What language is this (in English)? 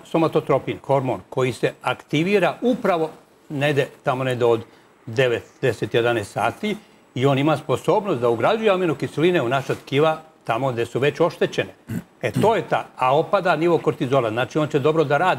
Serbian